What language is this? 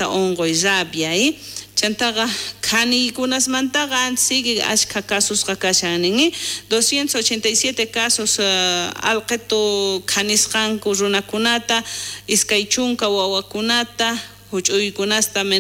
South Bolivian Quechua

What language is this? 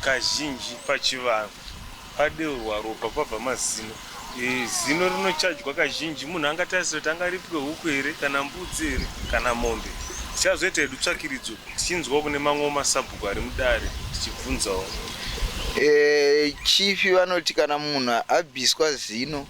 Shona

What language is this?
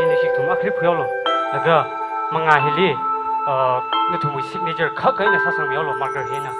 Tangkhul Naga (India)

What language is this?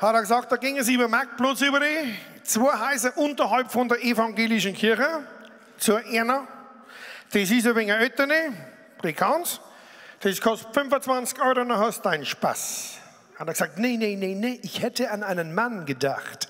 Bavarian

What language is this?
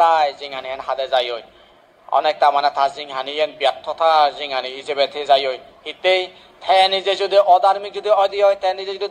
Chakma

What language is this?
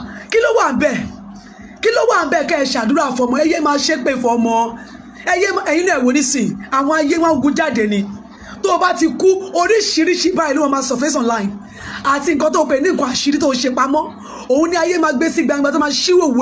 Yoruba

